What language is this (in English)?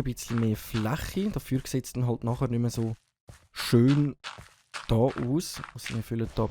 Swiss German